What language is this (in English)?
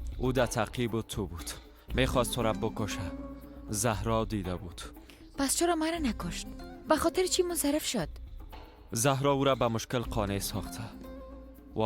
Persian